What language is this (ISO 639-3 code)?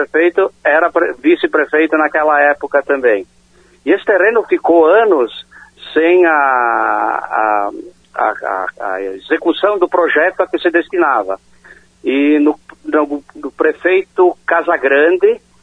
por